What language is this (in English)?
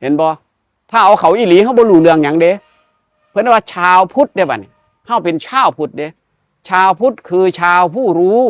Northeastern Thai